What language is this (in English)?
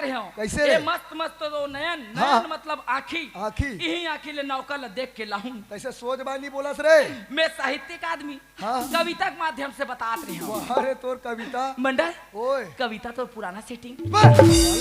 Chhattisgarhi